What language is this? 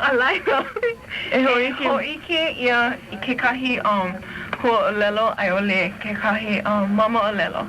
Hawaiian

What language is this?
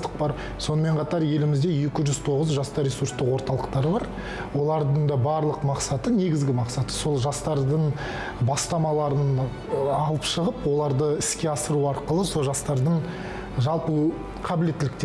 Kazakh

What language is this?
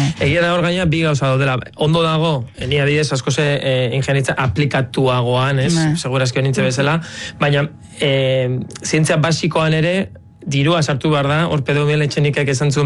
Basque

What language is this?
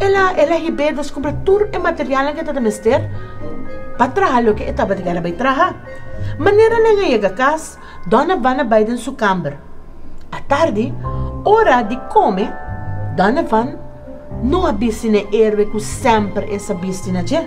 Papiamento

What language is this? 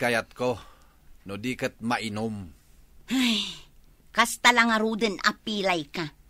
Iloko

